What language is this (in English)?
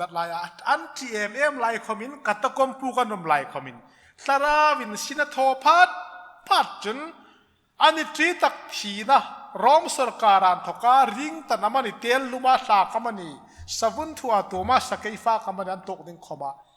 Hmar